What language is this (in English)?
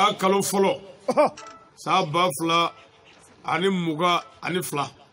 Shona